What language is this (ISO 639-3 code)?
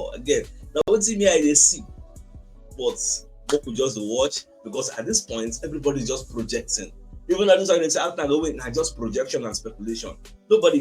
pcm